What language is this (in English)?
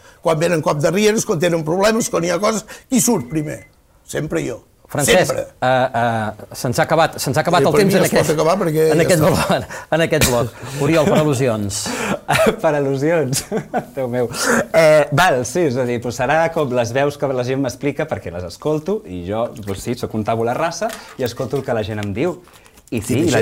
Catalan